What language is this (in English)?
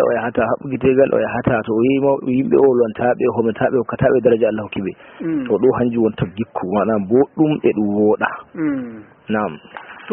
Fula